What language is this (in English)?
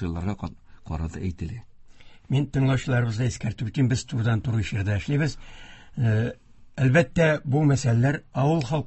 Tatar